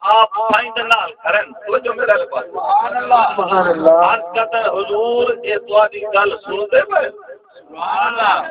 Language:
Saraiki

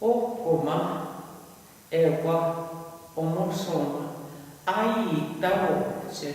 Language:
Plains Cree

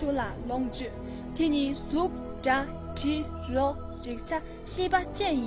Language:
Tibetan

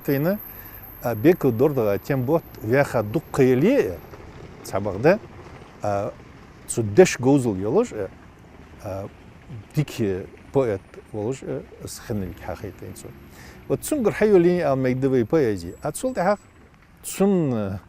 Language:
Ingush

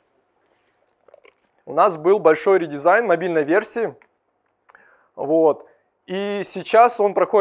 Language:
Russian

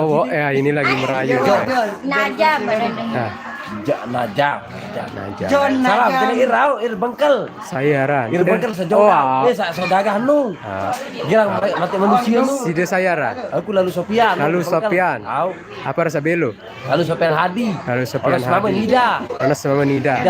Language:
Sasak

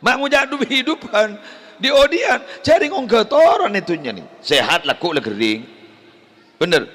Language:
Madurese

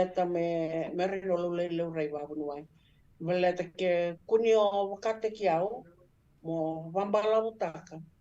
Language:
Fijian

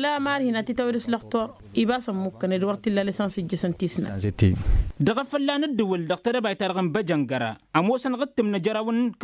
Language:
Tamasheq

